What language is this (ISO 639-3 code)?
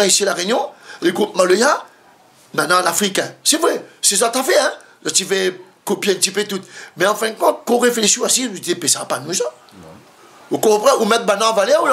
rcf